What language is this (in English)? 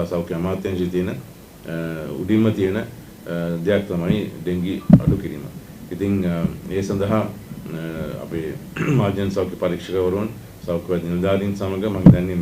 Sinhala